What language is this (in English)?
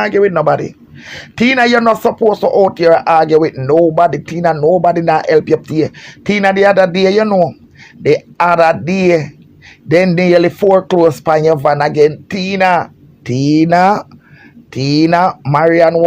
Jamaican Creole English